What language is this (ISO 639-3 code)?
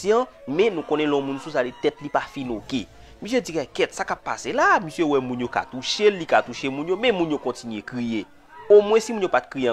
hat